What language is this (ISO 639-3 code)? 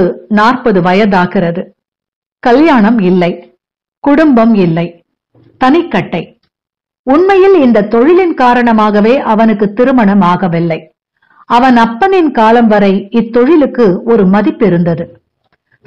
tam